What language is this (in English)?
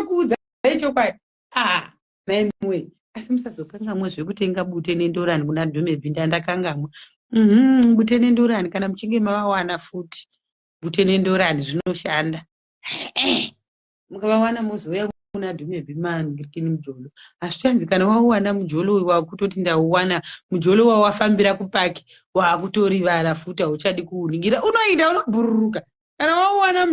Shona